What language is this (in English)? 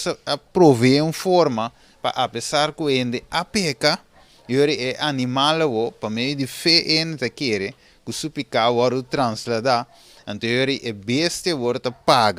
Papiamento